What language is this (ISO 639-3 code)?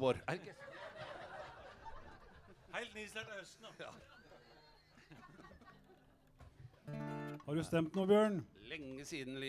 nor